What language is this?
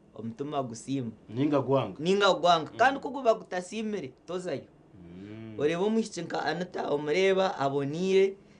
Nyankole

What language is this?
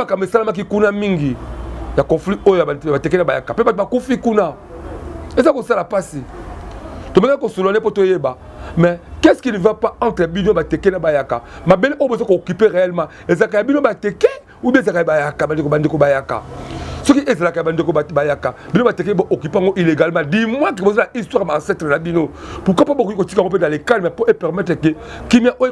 Lingala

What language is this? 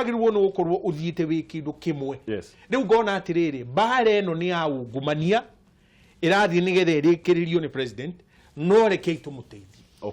Kikuyu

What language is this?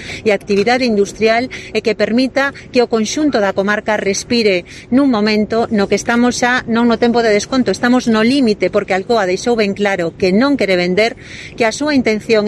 Galician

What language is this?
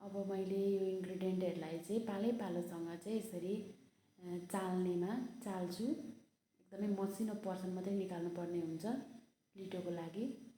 Nepali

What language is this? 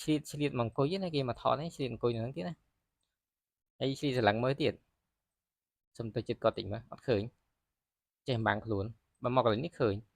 Khmer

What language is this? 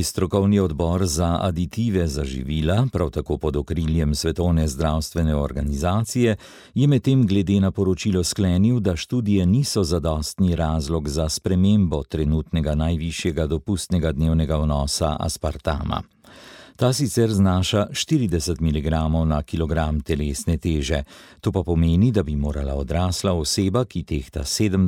Slovenian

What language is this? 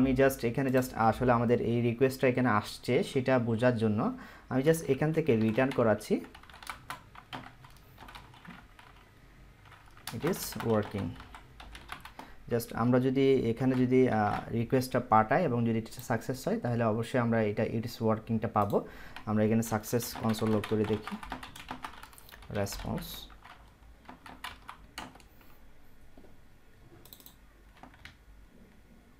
Bangla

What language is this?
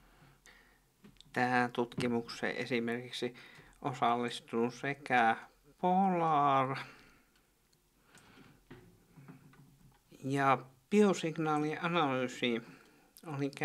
Finnish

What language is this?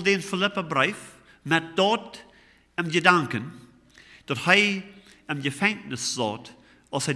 Plautdietsch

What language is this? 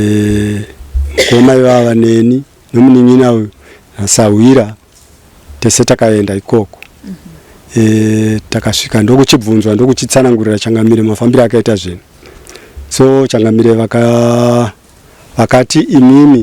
Shona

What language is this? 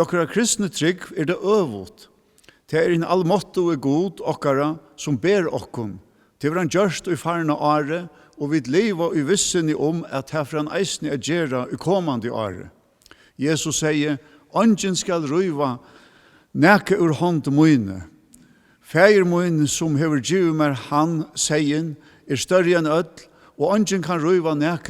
Faroese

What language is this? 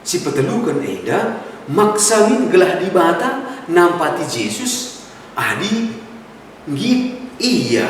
Batak Karo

